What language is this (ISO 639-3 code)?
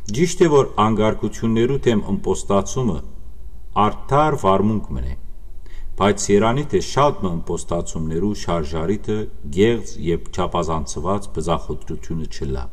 hyw